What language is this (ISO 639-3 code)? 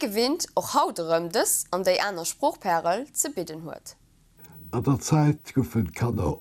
ltz